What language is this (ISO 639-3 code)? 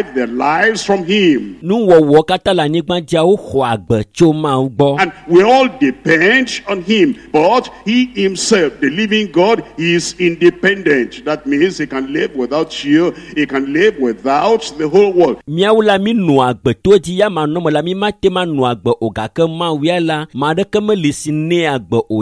ewe